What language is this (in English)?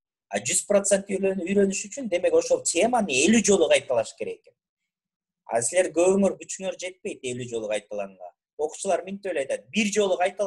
Kyrgyz